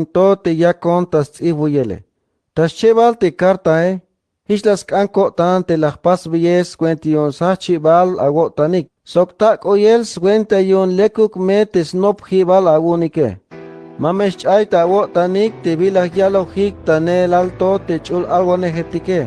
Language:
Tzeltal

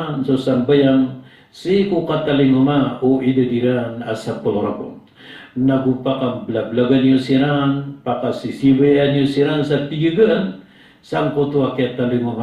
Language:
Maranao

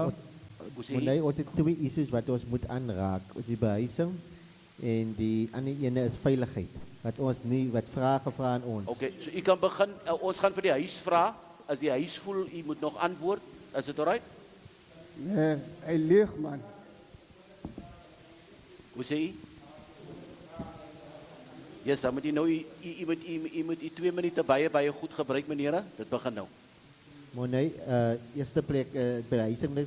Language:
Afrikaans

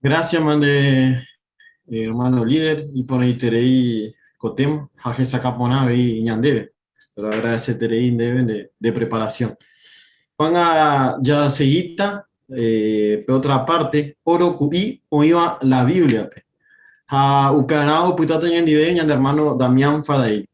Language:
Guarani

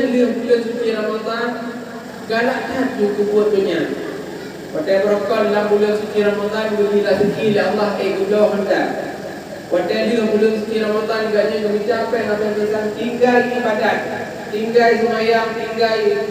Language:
Achinese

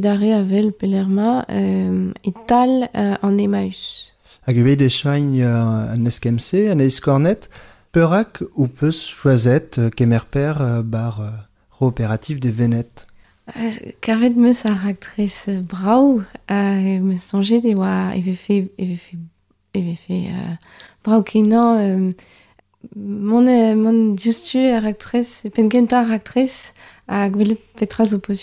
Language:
Breton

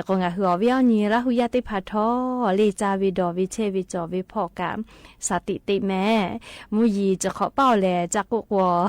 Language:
Lahu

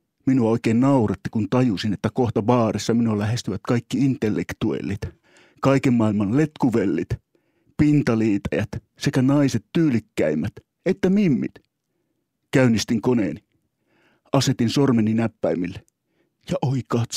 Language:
Finnish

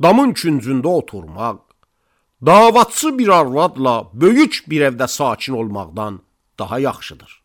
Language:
Azerbaijani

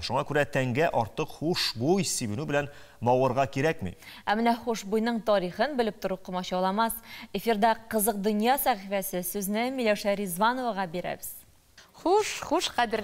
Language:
Tatar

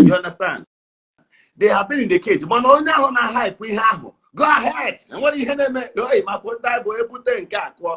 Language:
Igbo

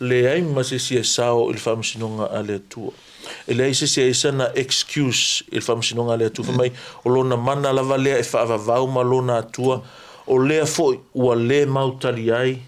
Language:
Samoan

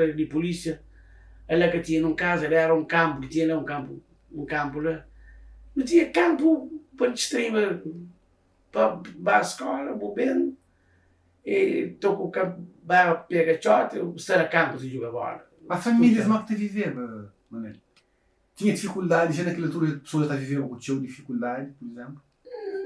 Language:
Kabuverdianu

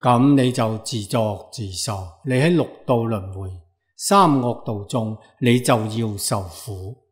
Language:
Cantonese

